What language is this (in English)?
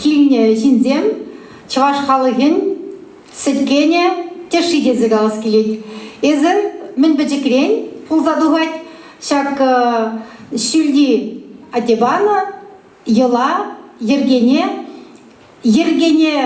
Chuvash